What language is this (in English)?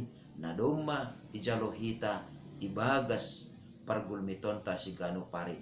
Batak Simalungun